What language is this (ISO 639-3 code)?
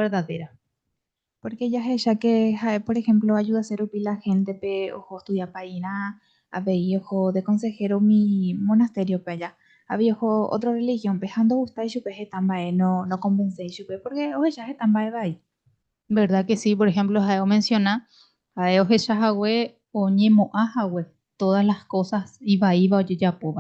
grn